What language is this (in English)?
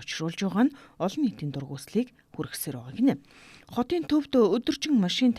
Mongolian